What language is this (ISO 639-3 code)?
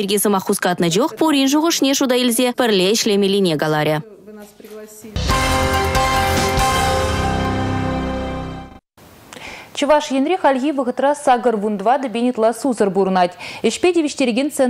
chv